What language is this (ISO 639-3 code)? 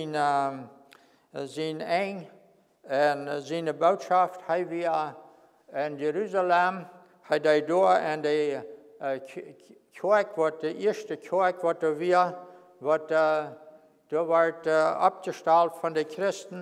pdt